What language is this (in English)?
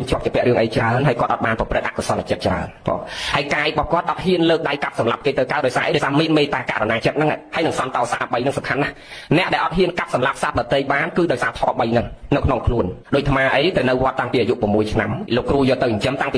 Khmer